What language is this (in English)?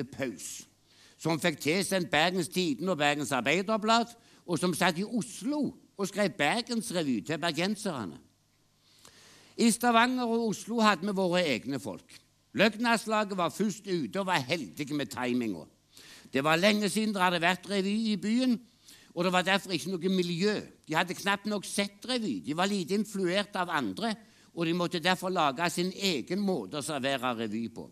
Norwegian